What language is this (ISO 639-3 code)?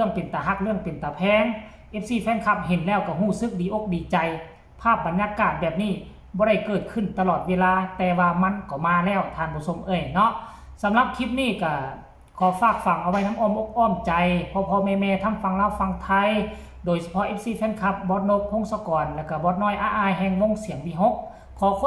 tts